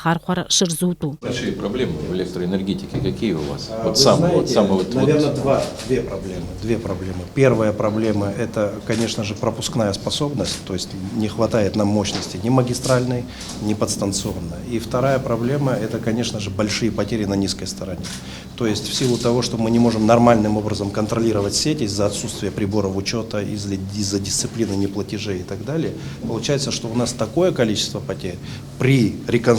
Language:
Abkhazian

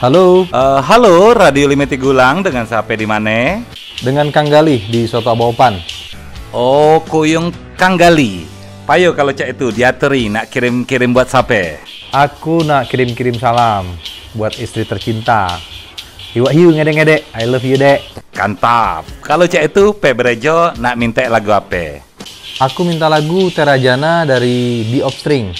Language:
Musi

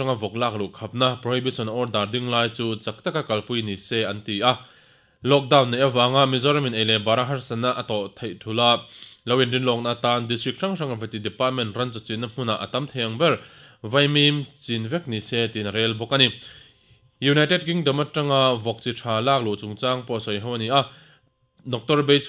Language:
Mizo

